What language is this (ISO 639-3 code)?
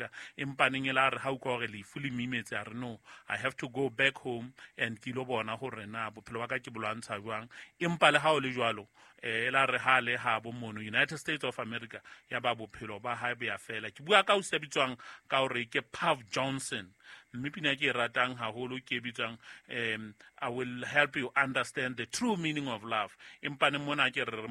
sot